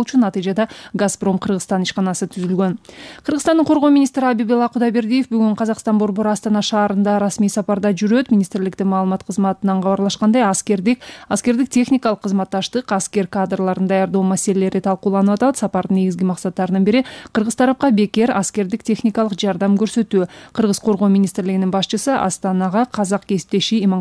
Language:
Kyrgyz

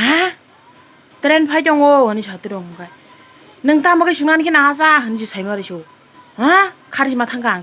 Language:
Kok Borok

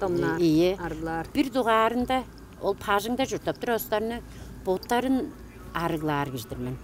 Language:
Tuvinian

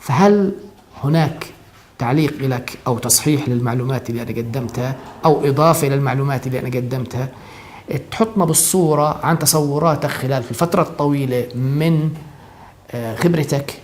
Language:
North Levantine Arabic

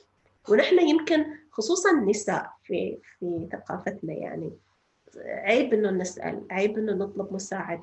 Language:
North Levantine Arabic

